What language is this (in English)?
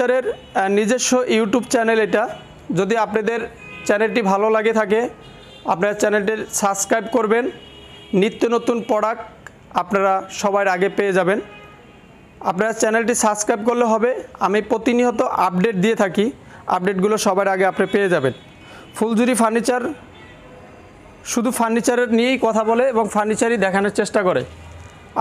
Bangla